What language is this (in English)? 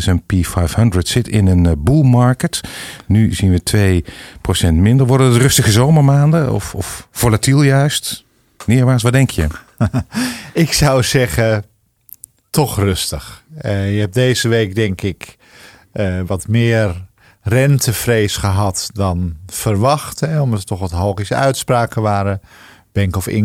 Dutch